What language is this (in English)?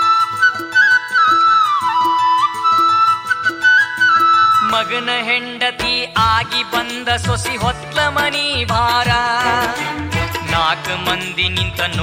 Kannada